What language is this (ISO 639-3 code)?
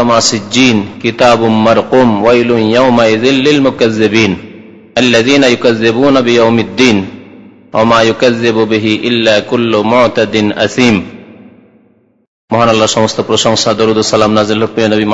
ben